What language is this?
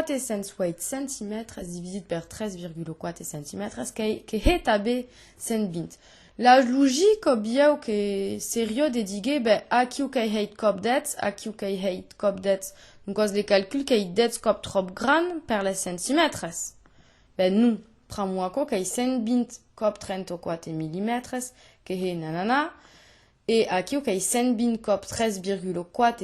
Occitan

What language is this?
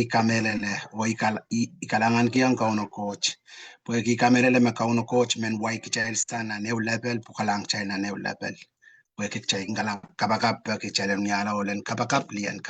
Pohnpeian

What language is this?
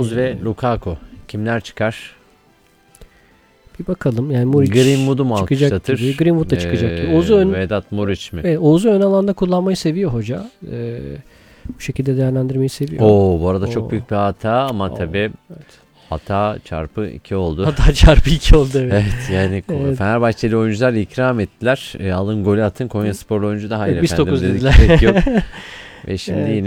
Turkish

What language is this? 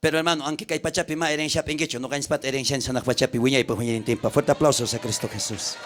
South Bolivian Quechua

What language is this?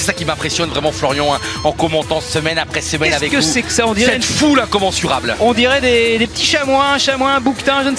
French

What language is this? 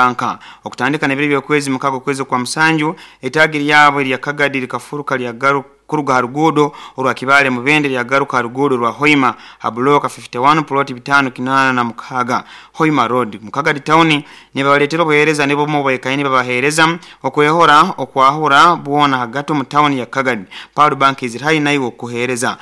Nyankole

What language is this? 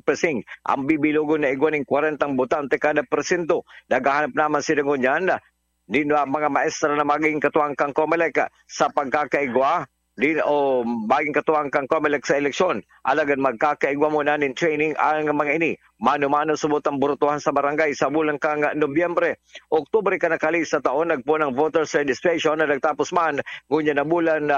Bikol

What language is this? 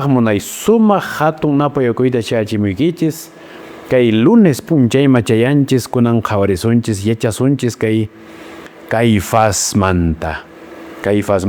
Quechua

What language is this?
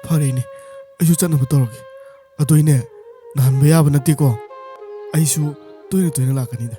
Manipuri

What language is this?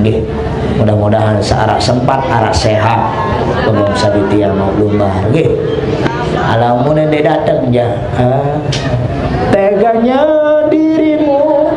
Sasak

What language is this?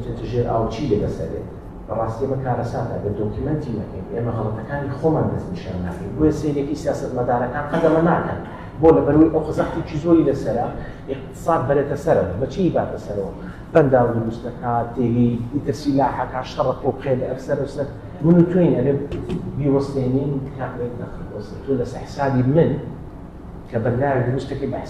Central Kurdish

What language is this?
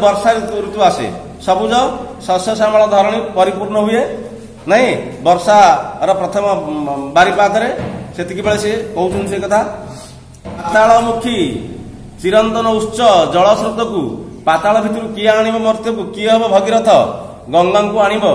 Odia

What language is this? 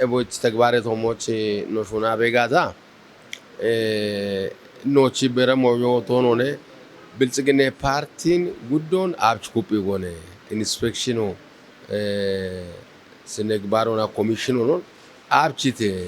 Kafa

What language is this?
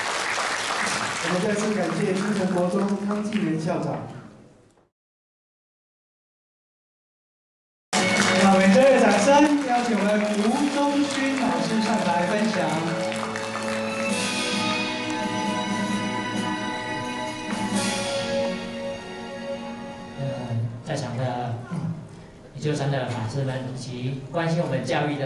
Chinese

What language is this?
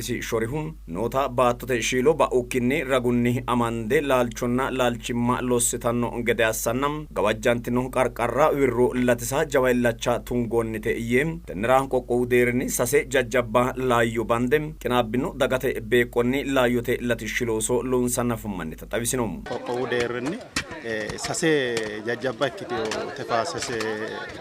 Sidamo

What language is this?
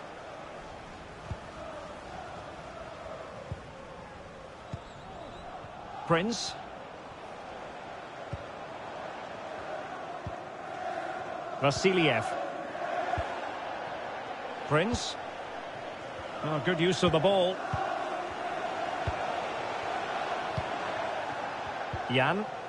English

